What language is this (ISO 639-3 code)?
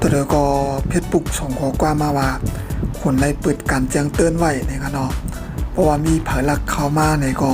shn